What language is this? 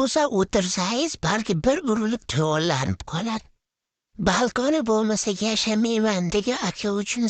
Uzbek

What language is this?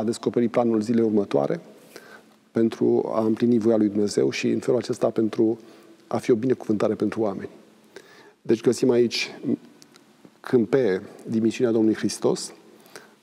Romanian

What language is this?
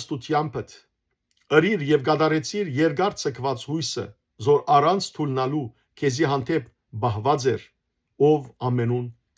Western Armenian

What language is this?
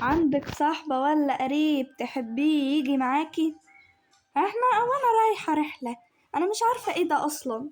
Egyptian Arabic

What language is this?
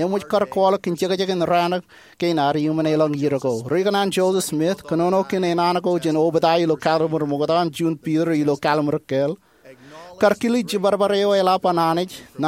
Marshallese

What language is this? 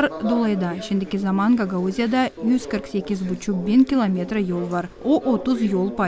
Gagauz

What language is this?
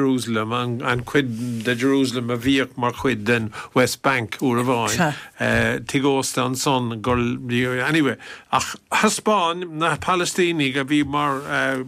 Irish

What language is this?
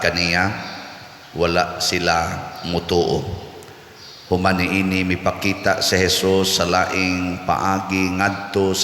Cebuano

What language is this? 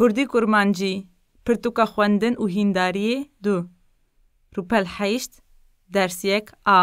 Kurdish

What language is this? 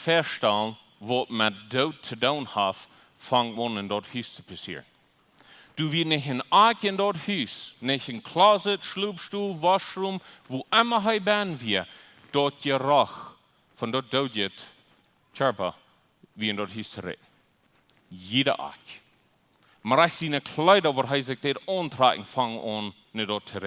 Plautdietsch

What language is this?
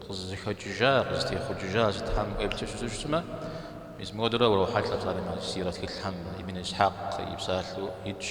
Kabardian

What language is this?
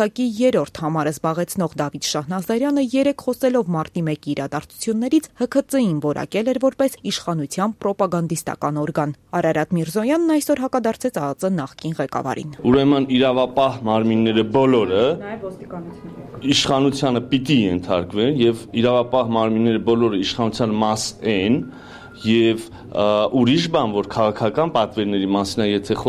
Armenian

